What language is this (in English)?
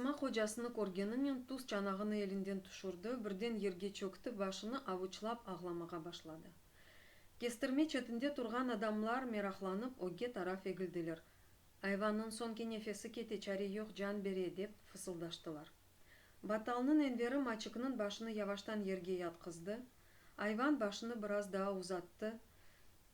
Crimean Tatar